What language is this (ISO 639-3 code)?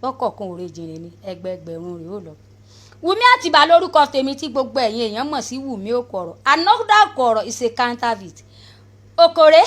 yor